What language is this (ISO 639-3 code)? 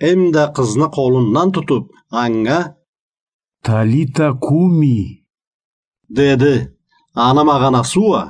krc